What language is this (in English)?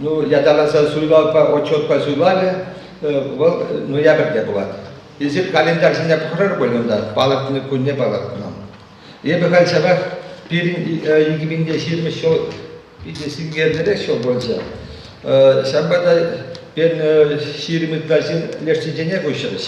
Chuvash